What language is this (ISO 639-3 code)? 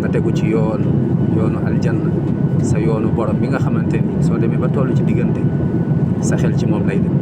wol